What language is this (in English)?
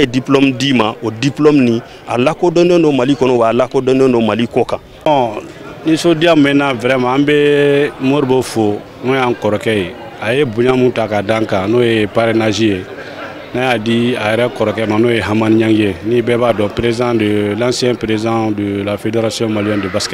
Bambara